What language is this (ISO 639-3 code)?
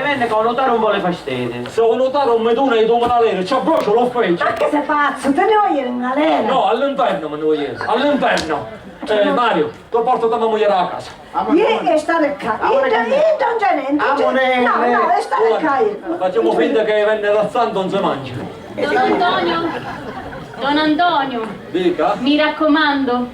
scn